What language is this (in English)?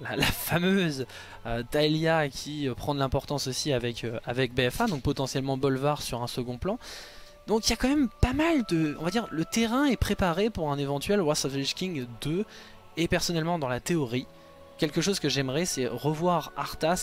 French